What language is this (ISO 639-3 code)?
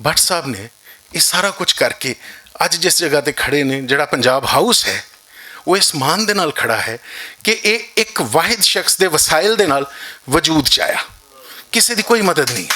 lah